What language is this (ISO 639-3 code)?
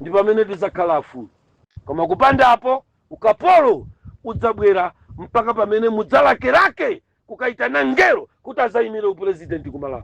nya